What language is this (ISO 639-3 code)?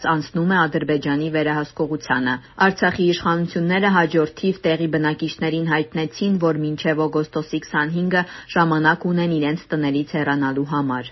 hye